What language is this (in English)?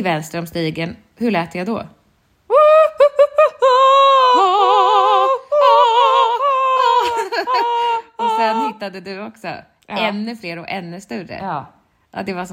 Swedish